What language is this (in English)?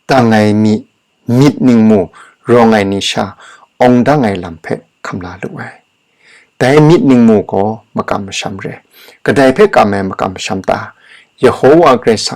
Kachin